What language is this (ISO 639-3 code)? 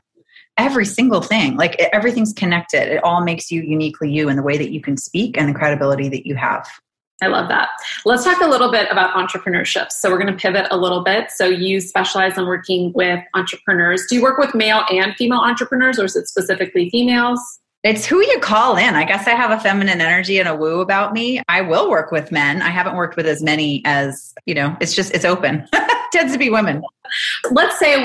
eng